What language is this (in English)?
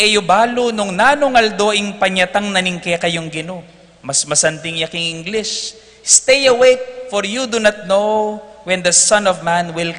Pampanga